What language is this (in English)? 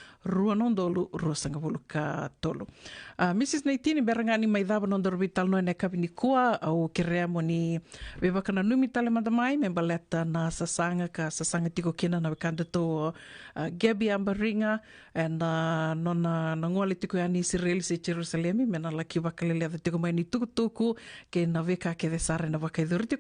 Fijian